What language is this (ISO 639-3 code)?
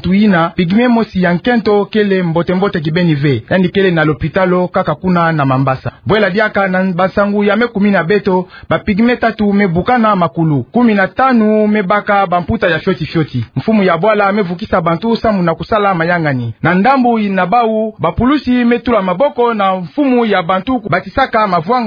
ktu